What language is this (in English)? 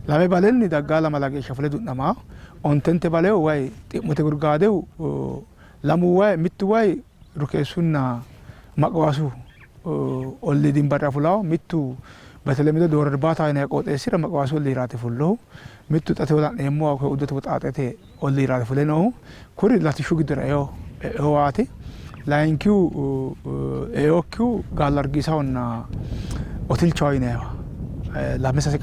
Sidamo